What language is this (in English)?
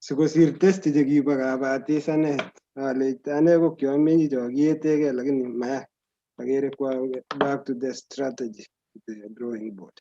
Kalenjin